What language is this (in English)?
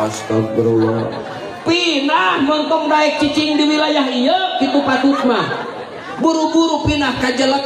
Sundanese